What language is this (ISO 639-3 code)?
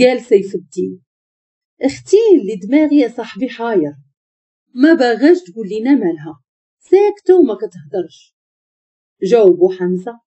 ary